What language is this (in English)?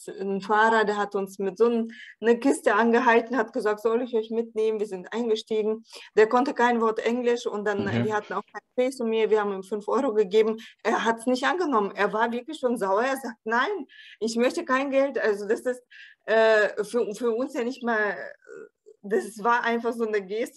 German